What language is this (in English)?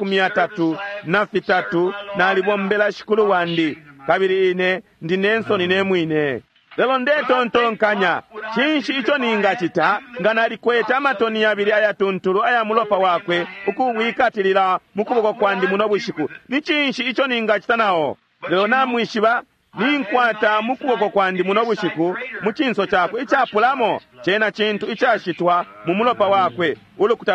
Bemba